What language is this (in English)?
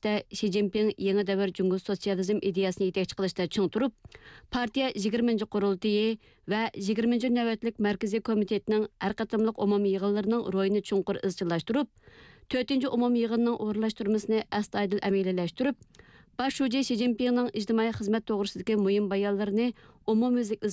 Uyghur